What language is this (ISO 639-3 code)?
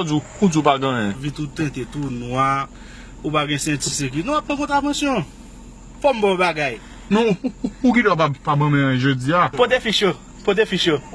hat